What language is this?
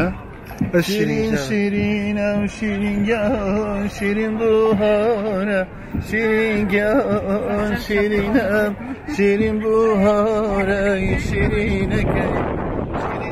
Kurdish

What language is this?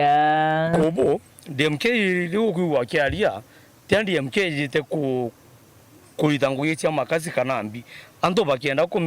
Meru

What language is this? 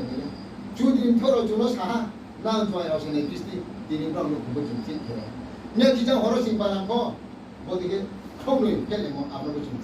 Riang (India)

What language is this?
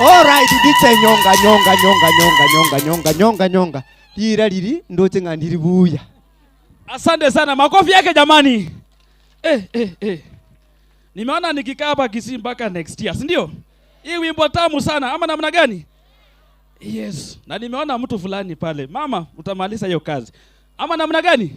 Gusii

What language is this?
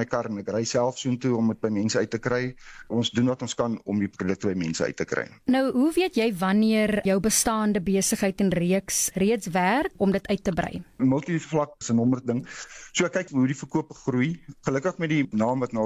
Afrikaans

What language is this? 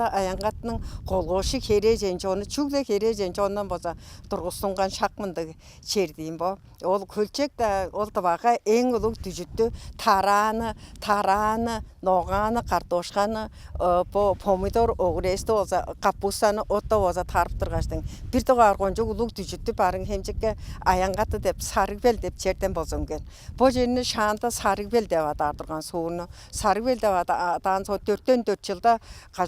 Tuvinian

